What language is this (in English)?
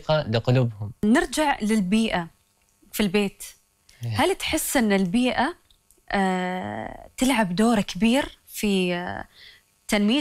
Gulf Arabic